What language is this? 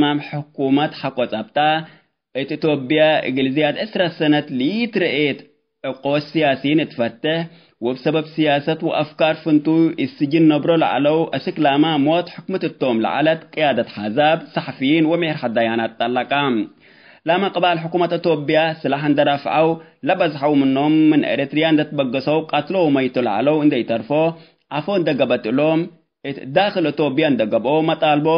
Tigre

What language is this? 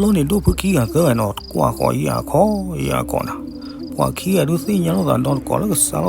S'gaw Karen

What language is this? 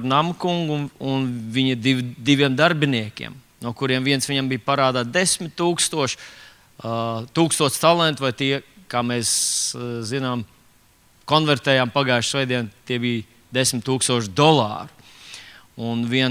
Latvian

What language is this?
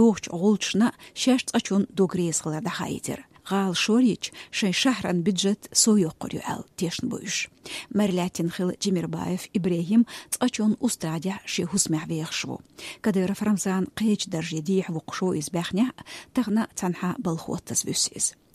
Chechen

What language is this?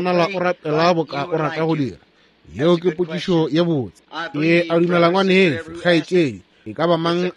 Northern Sotho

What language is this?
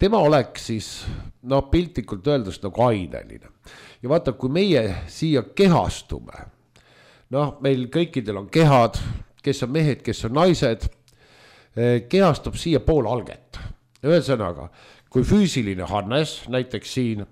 Estonian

